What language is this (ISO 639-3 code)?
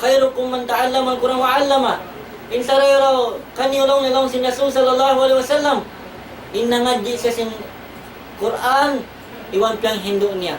tsg